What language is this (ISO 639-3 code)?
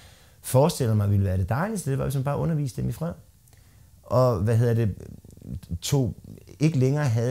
dan